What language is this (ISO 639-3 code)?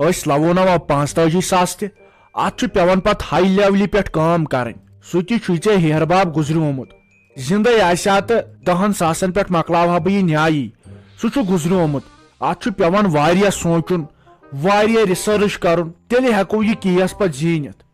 kas